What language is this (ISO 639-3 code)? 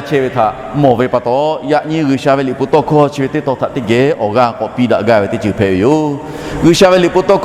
lhu